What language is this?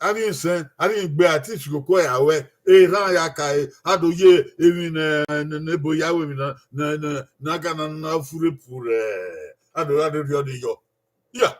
Bini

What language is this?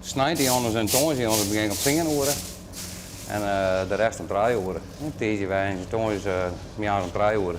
Western Frisian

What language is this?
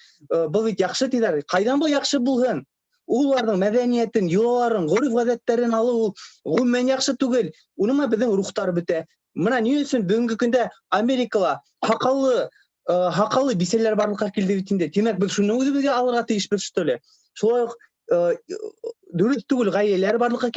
Bashkir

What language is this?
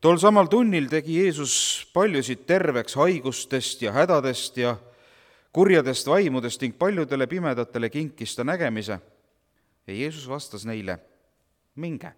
Estonian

